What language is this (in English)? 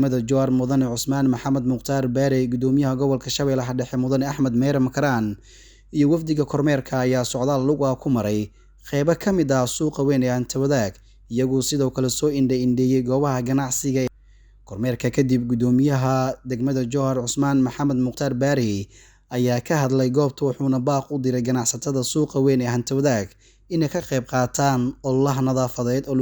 Somali